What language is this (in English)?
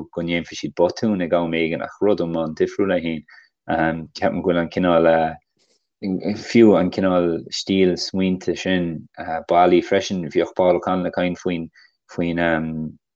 Irish